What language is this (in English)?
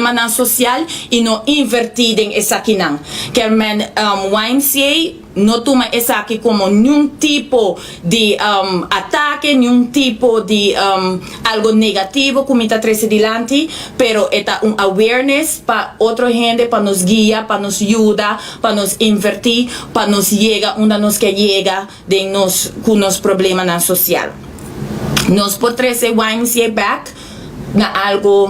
Papiamento